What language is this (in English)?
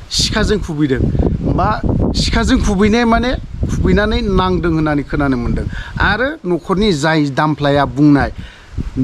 Bodo